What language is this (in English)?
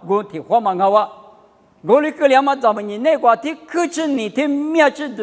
Lisu